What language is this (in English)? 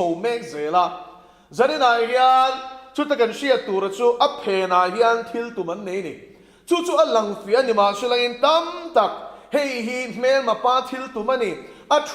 Mizo